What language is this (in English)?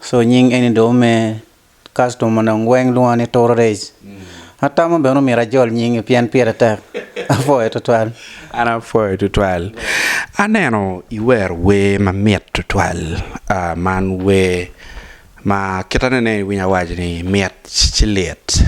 Acoli